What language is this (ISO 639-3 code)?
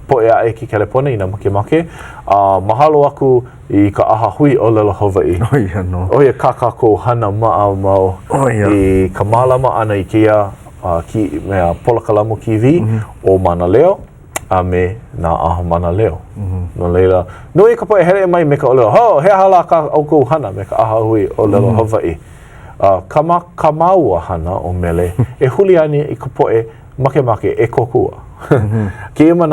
haw